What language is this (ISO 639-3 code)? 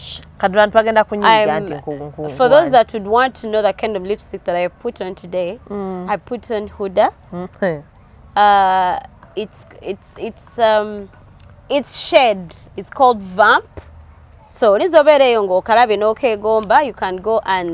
lug